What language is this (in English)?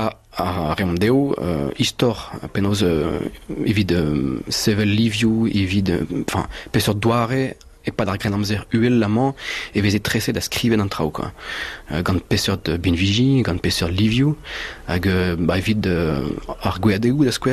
Breton